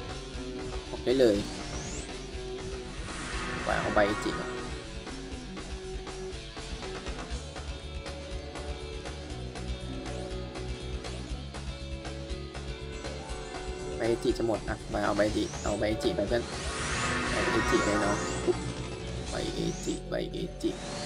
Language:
Thai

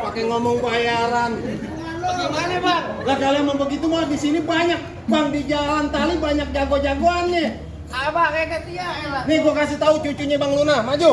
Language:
Betawi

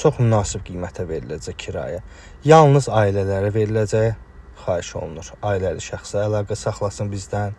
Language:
Azerbaijani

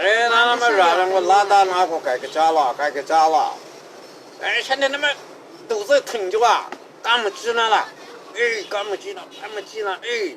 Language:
Kachin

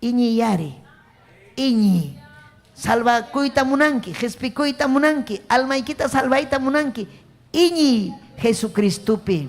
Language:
Ayacucho Quechua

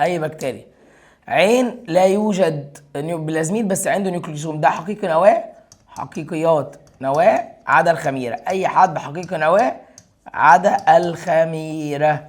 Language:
Egyptian Arabic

